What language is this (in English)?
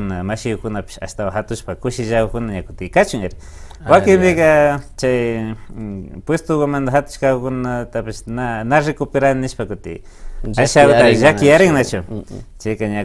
Imbabura Highland Quichua